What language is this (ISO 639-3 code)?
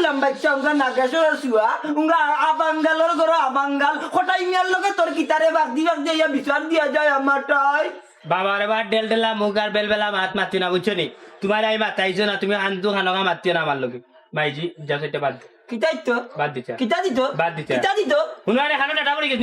syl